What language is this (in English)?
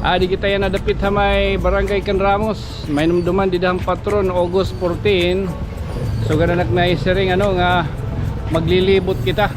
Waray